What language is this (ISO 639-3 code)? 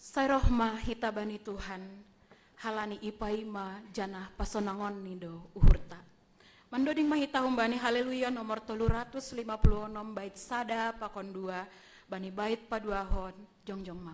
bts